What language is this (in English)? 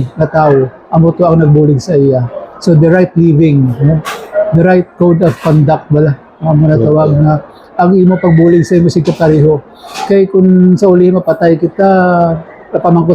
Hiligaynon